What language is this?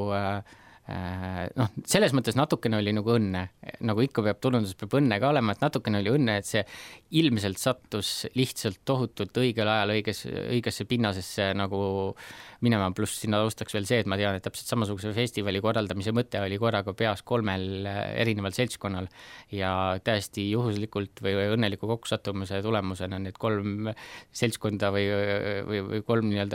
Estonian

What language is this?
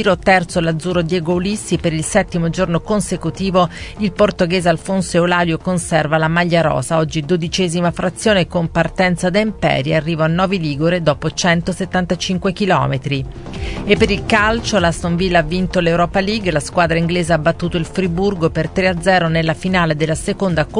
Italian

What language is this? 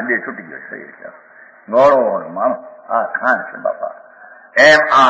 Gujarati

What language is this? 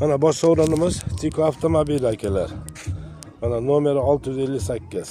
Uzbek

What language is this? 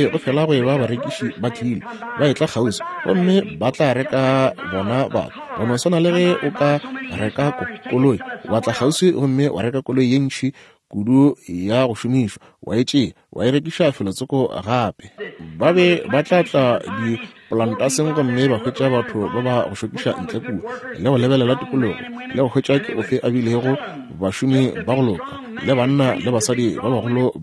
Northern Sotho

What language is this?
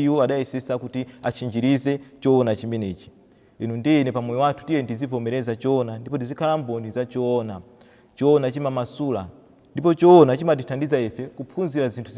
Nyanja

